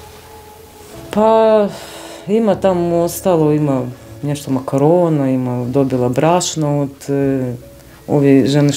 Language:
Bosnian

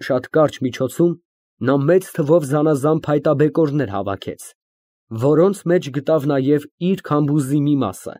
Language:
Armenian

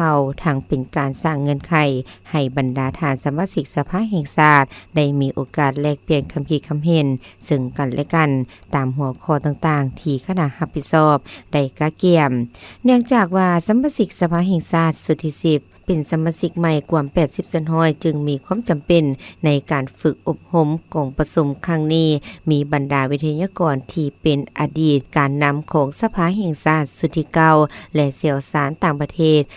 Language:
Lao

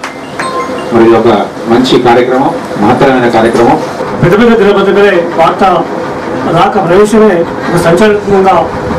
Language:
Telugu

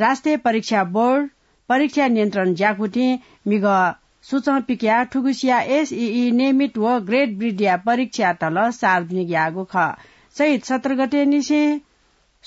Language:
Newari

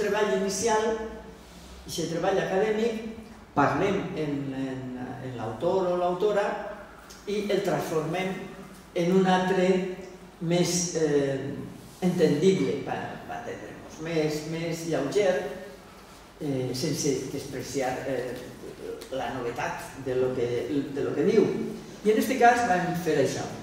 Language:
Catalan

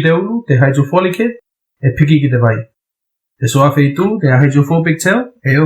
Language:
Tuvalu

